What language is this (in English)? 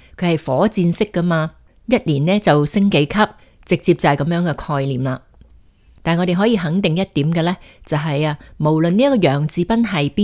Cantonese